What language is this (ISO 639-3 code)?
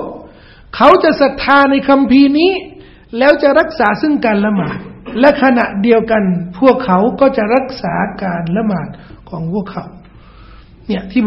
tha